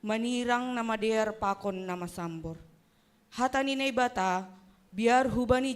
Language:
Batak Simalungun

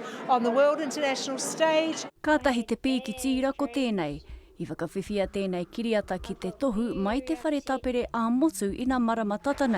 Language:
Māori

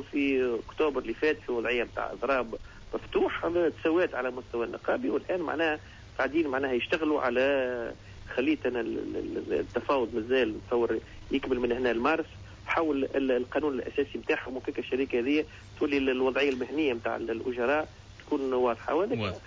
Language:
Tunisian Arabic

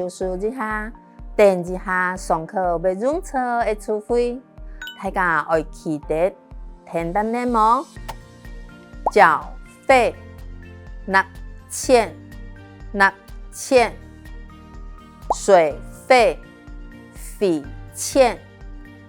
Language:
Hakka Chinese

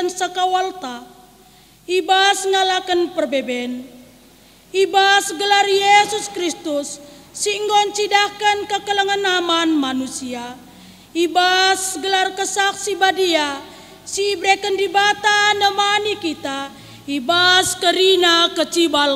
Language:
Batak Karo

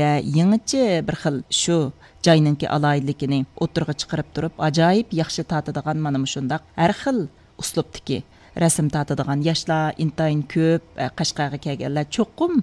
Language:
Uyghur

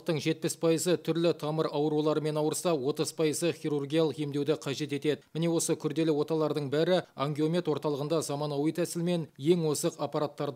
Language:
Kazakh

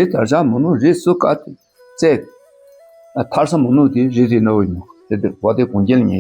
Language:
Dakpakha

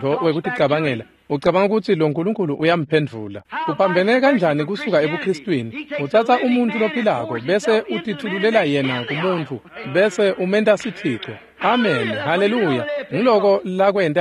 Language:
Swati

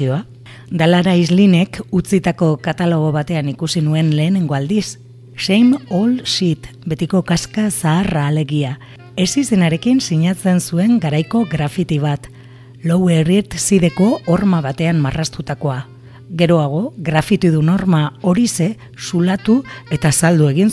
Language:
Basque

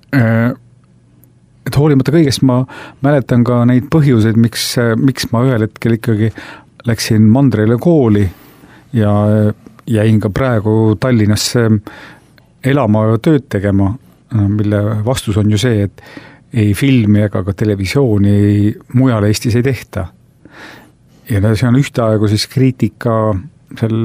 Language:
Estonian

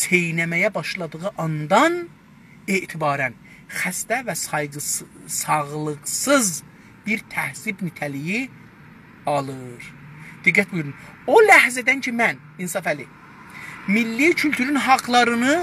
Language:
South Azerbaijani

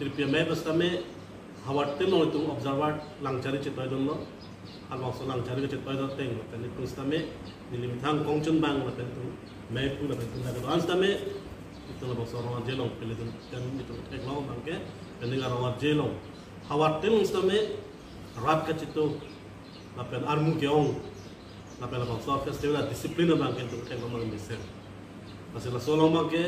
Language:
Karbi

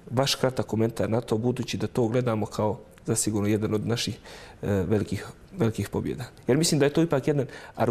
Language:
Bosnian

